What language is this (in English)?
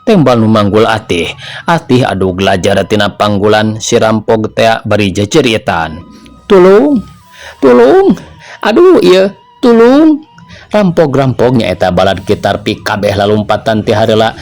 Sundanese